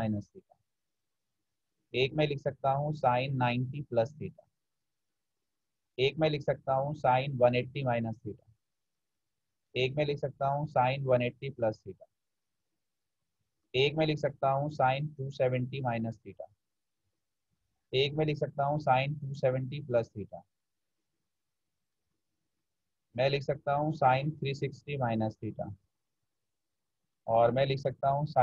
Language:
Hindi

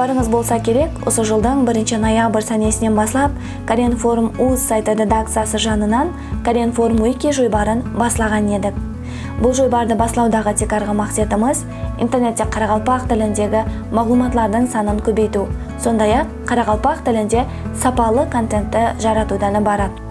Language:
Kara-Kalpak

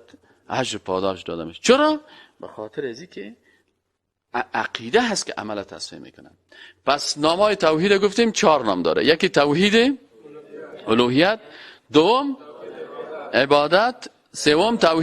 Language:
Persian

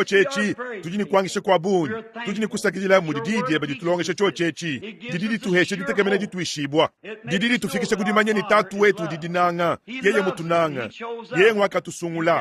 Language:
Luba-Lulua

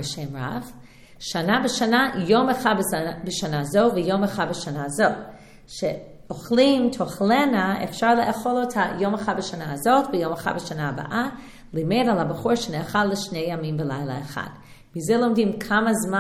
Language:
Hebrew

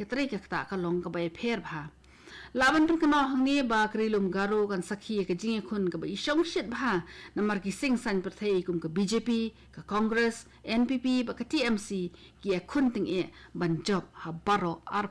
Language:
Khasi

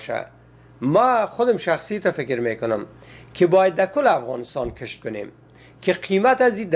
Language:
Persian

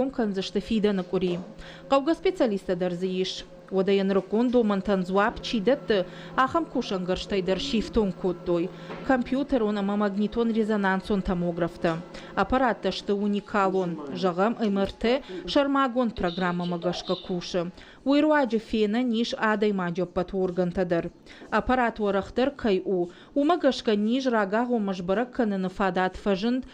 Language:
Ossetic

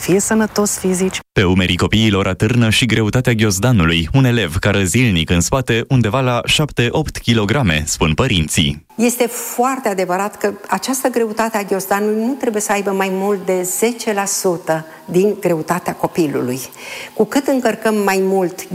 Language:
Romanian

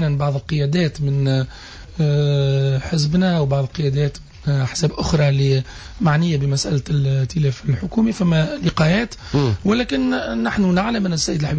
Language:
Tunisian Arabic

